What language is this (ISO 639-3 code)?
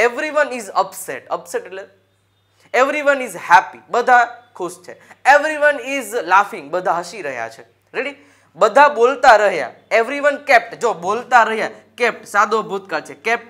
guj